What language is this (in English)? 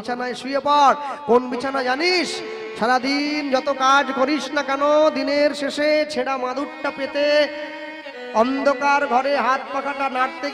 Bangla